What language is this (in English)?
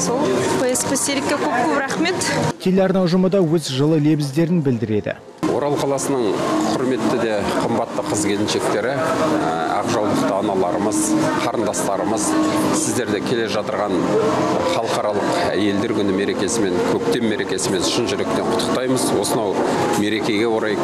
Kazakh